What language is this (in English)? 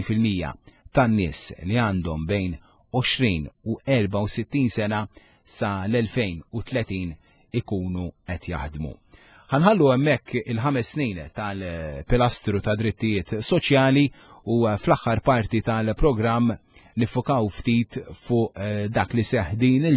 Maltese